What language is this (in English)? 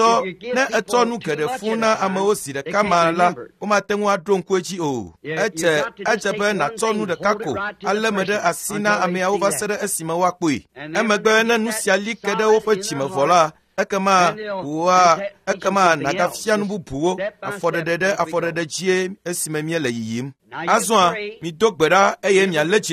Ewe